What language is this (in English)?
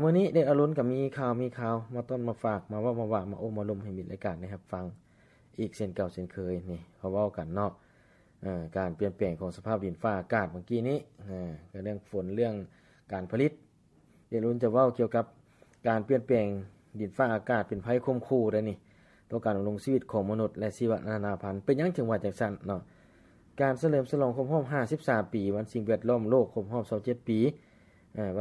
Lao